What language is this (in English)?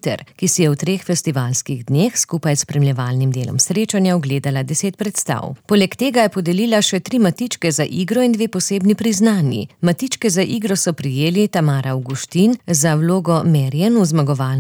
Slovenian